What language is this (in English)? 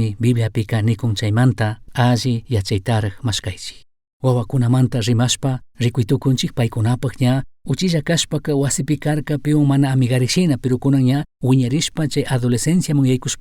Chimborazo Highland Quichua